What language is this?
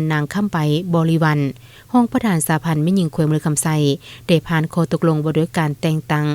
Lao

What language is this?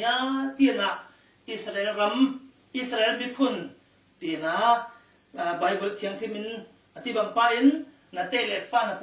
Falam Chin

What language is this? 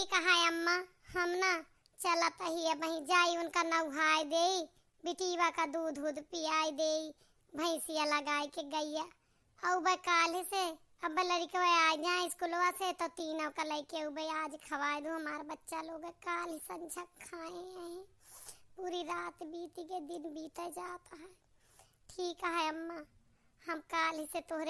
Awadhi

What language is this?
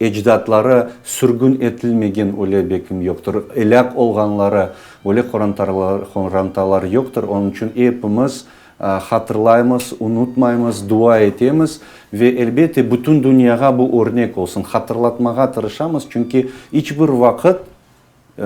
Crimean Tatar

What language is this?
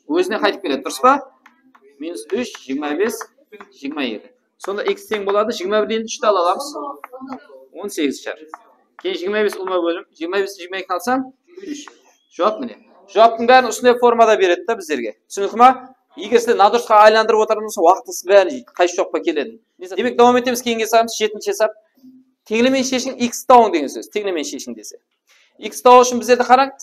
Kara-Kalpak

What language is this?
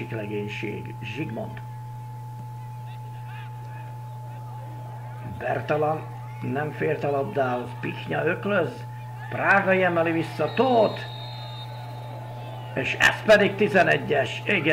Hungarian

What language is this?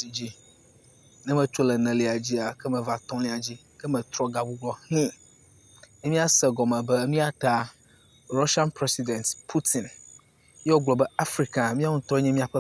Ewe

